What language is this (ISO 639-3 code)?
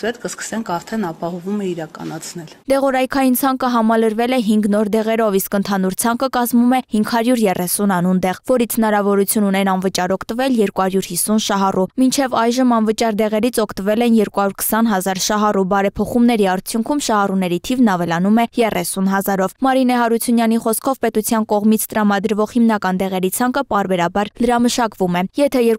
hye